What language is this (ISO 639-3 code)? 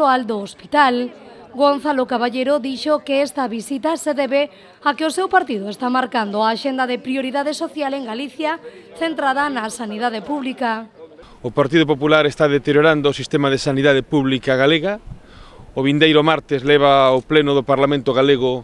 glg